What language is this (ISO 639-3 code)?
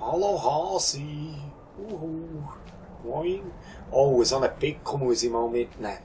gsw